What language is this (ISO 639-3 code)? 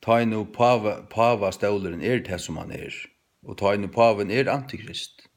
fao